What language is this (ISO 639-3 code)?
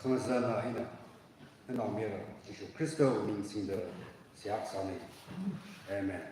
nmf